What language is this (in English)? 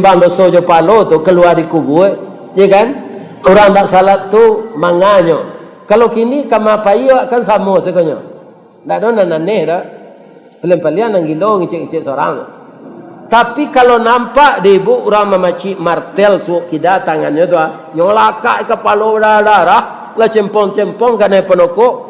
Minangkabau